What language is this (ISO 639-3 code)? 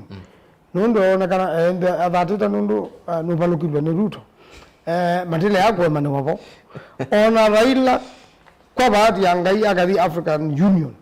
kam